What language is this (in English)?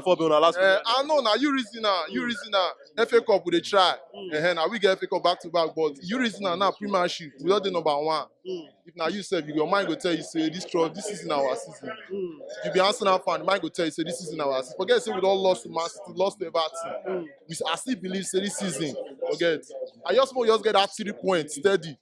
Nigerian Pidgin